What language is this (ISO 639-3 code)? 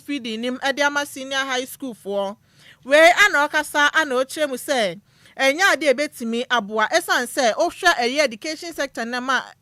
aka